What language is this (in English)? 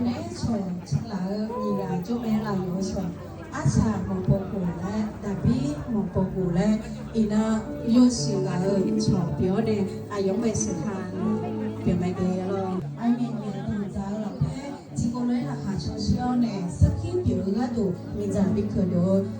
Akha